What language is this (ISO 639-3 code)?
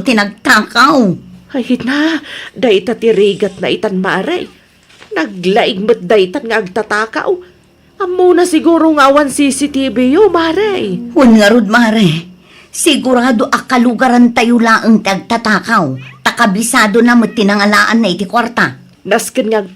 ilo